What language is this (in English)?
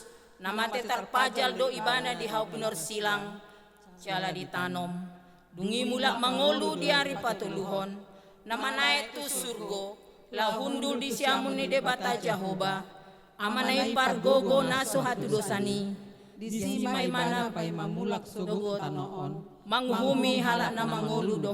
Batak Toba